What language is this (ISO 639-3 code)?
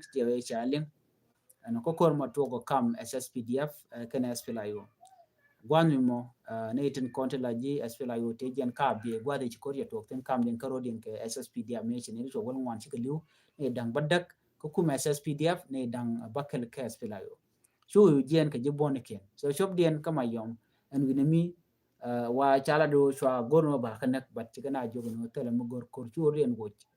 nus